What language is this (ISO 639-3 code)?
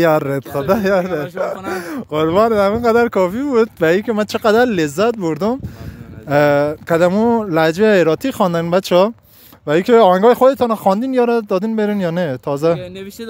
fas